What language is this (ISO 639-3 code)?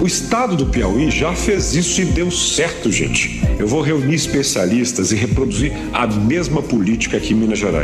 por